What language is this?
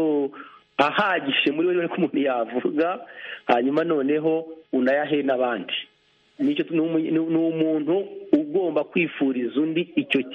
Kinyarwanda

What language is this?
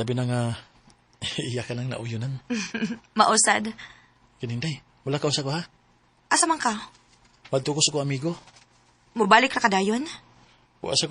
Cebuano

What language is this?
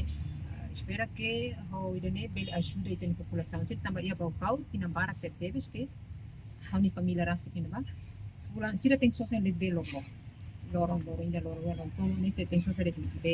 Tetum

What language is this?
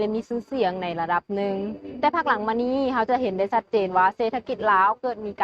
Lao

